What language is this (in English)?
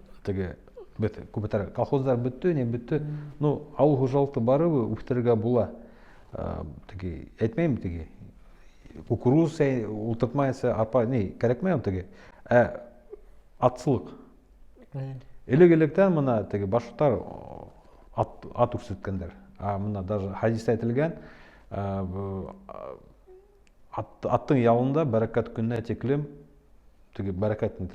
Bashkir